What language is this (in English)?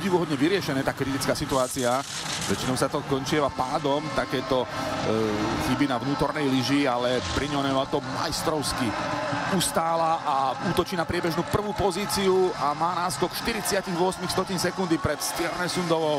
Slovak